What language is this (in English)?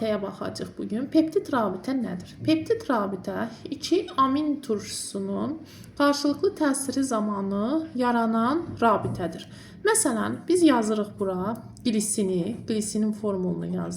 Azerbaijani